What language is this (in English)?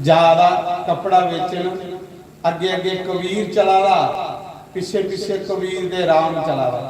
Dogri